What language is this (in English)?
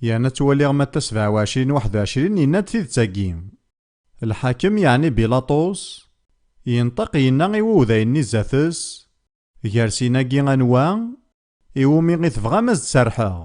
Kabyle